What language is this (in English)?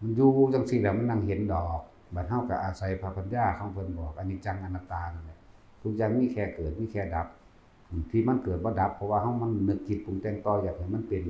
Northeastern Thai